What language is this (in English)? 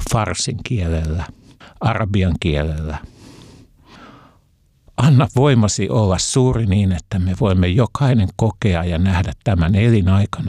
Finnish